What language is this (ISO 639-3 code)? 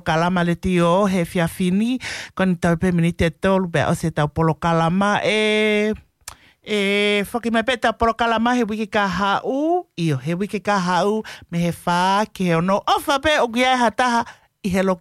ton